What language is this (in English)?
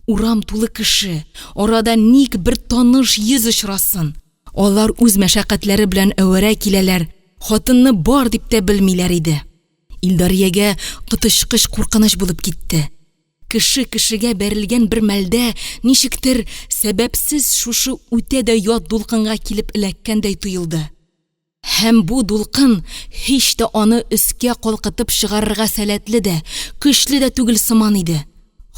Tatar